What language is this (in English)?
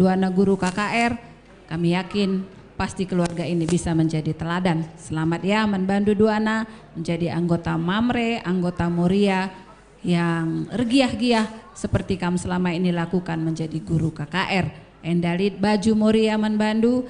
Batak Karo